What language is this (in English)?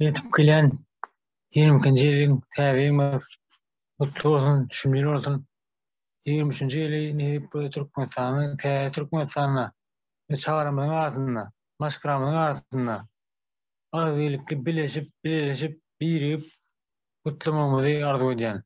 Turkmen